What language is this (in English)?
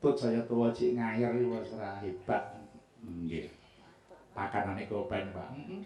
Javanese